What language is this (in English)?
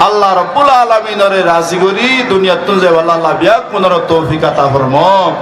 Rohingya